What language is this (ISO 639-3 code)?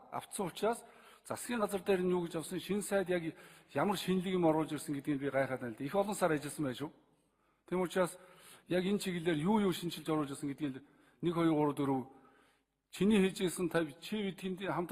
mon